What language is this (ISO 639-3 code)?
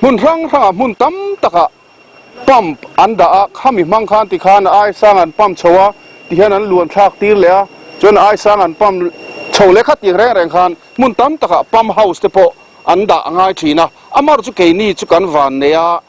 lus